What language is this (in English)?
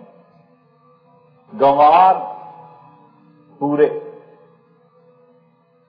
Urdu